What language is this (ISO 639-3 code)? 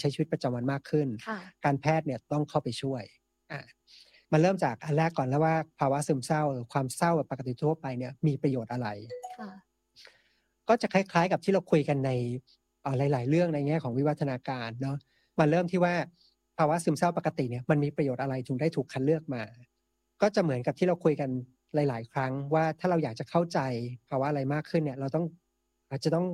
tha